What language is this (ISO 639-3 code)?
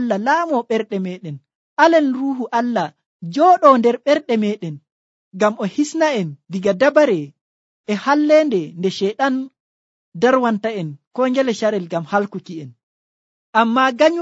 fuv